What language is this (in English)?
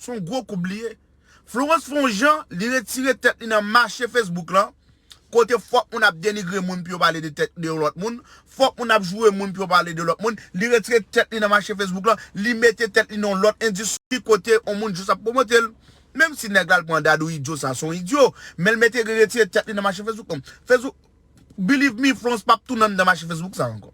Haitian Creole